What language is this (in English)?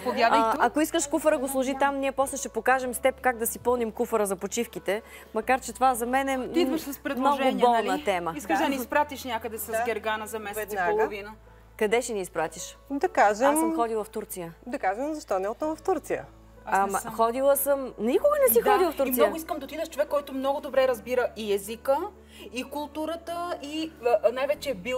Bulgarian